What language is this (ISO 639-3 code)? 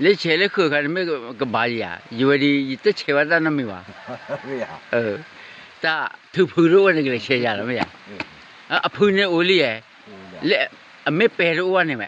ksw